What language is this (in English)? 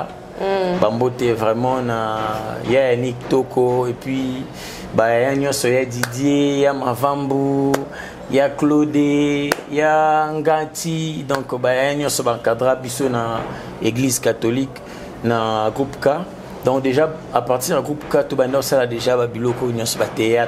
Lingala